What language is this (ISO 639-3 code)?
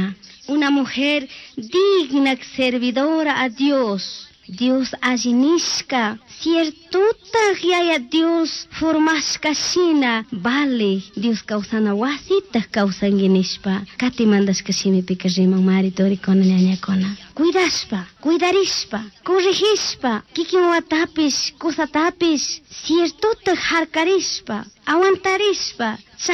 qug